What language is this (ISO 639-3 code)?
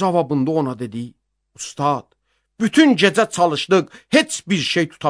aze